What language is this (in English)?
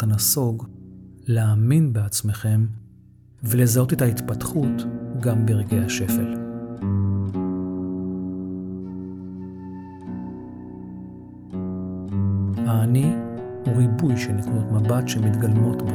Hebrew